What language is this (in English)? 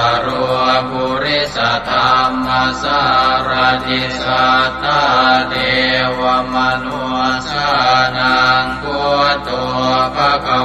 Pali